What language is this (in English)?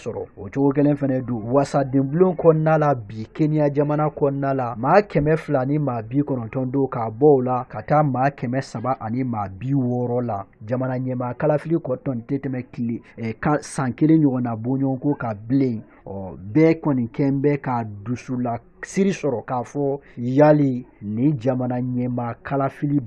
Bambara